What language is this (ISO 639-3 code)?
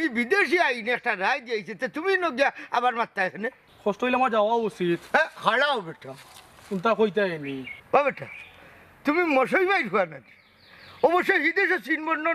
syl